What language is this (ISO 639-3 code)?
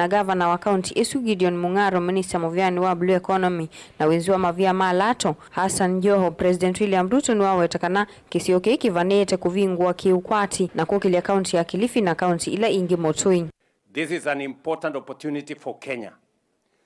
kam